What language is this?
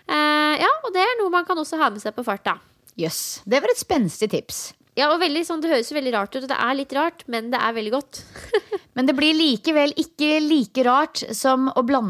Norwegian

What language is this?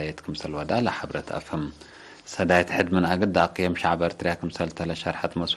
Tigre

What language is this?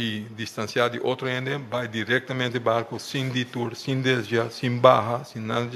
Papiamento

